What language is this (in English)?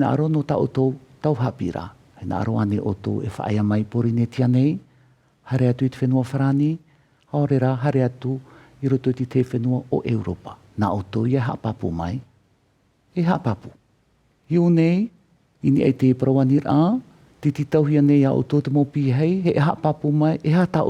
Tahitian